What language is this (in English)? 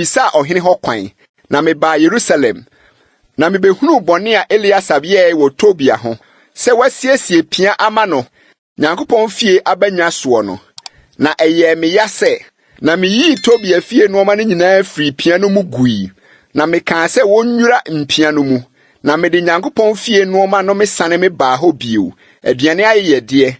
Akan